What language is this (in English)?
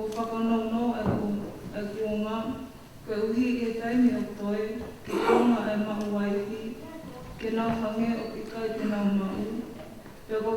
Tongan